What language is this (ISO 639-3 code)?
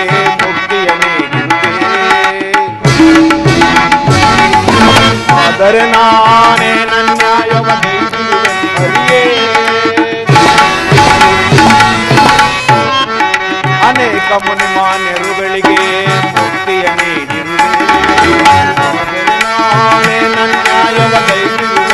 kan